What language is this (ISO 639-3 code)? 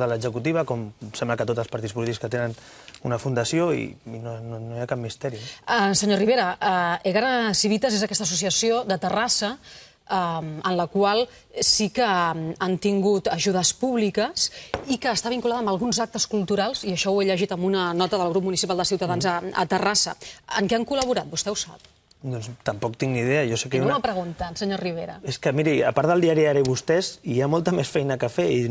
cat